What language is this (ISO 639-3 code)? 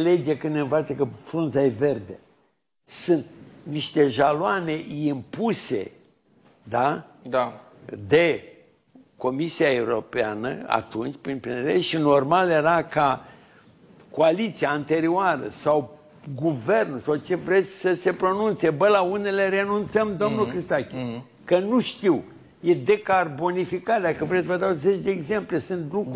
ron